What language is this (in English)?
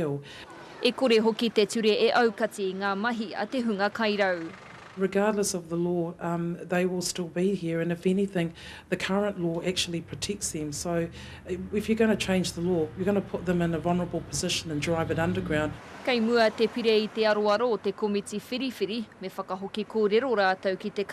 Māori